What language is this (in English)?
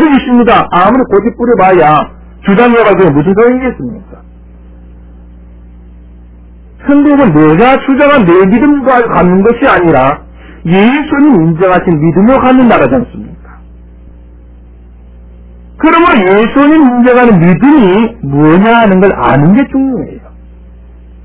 Korean